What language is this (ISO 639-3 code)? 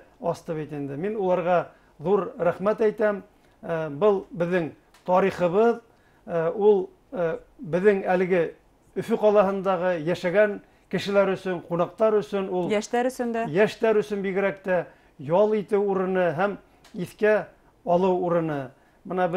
bak